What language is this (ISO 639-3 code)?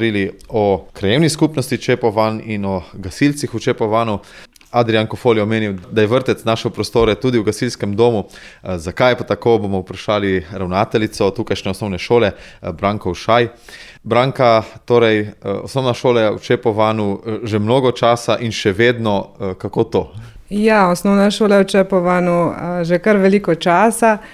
slv